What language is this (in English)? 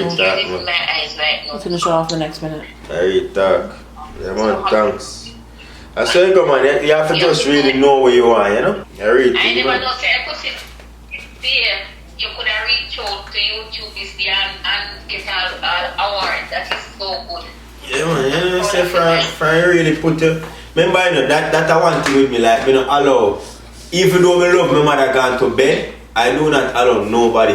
Jamaican Creole English